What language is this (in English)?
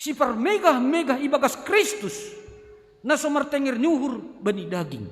Batak Simalungun